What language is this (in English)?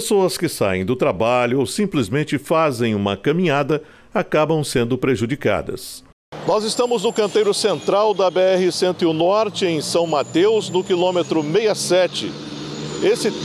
Portuguese